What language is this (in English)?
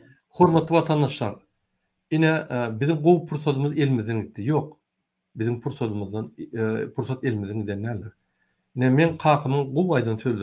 Turkmen